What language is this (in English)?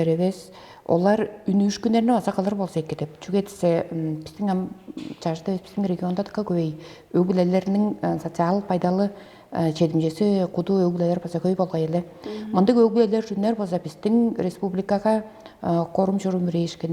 Tuvinian